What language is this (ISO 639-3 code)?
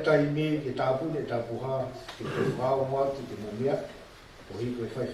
ton